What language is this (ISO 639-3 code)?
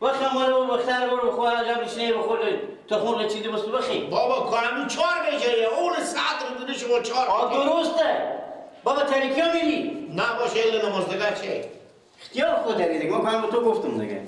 fas